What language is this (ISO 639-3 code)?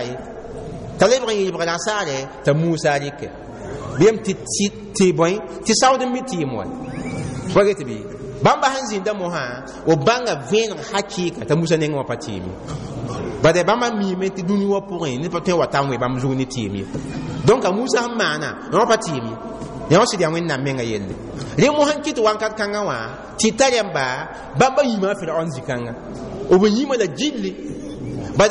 mos